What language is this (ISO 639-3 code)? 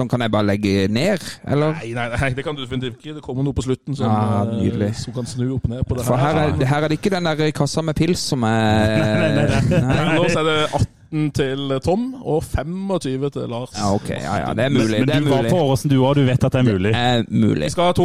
nor